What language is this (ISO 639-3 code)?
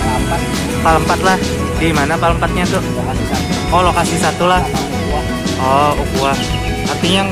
bjn